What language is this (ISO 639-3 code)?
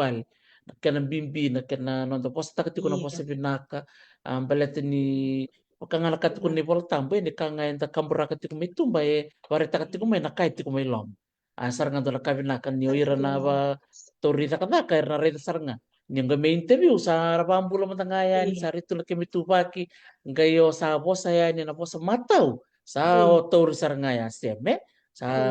fij